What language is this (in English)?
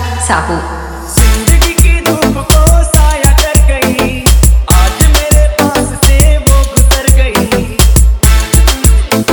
Hindi